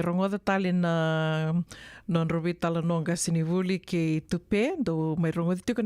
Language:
Fijian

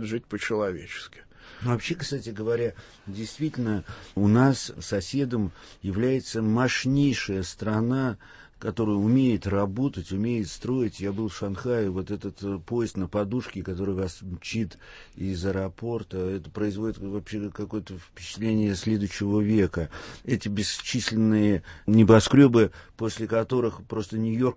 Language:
Russian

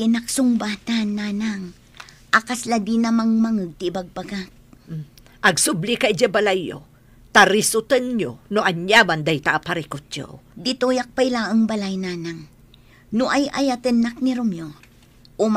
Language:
Iloko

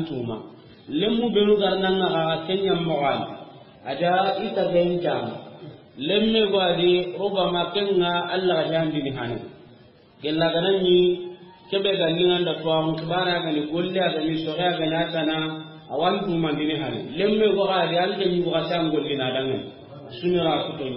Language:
Soninke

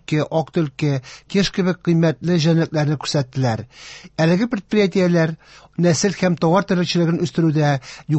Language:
Tatar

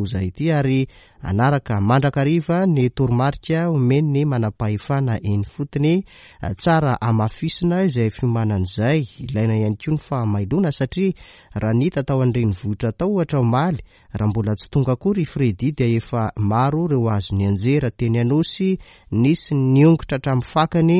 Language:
Malagasy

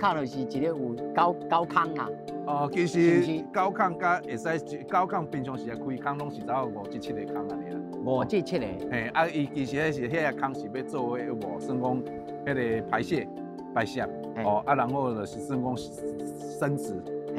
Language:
Min Nan Chinese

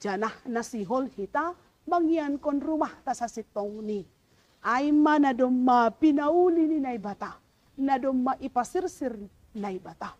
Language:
Batak Simalungun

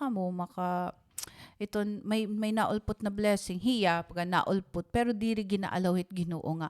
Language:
Waray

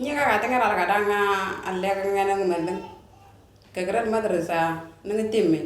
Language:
Moro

